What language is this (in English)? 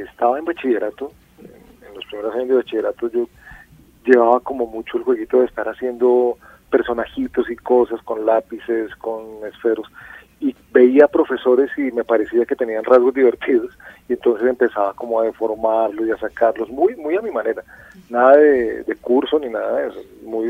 Spanish